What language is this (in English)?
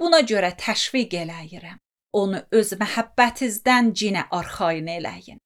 Azerbaijani